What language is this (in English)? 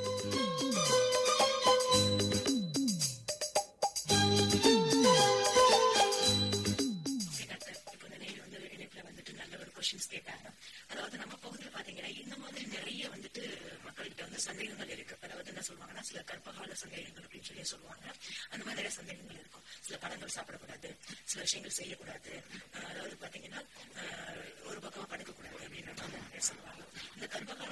Tamil